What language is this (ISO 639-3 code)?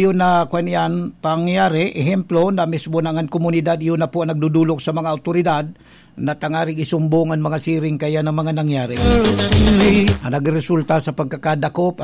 bik